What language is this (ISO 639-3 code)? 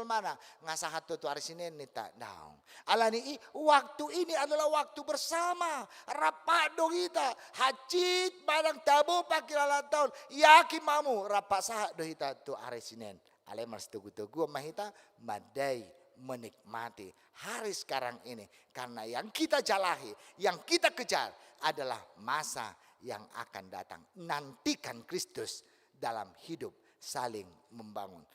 bbc